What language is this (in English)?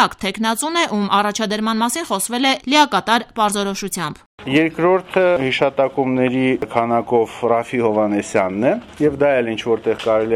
Armenian